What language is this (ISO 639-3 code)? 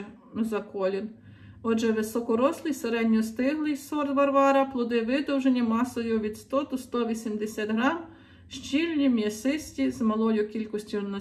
ukr